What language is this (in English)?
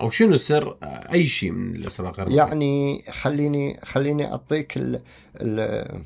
Mesopotamian Arabic